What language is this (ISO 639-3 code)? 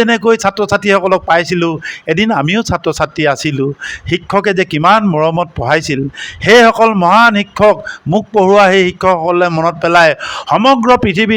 asm